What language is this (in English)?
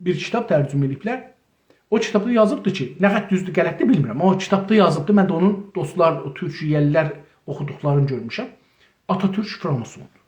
South Azerbaijani